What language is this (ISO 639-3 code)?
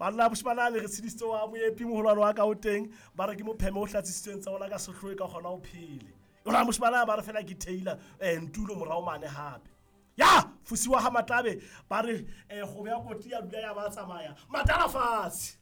sot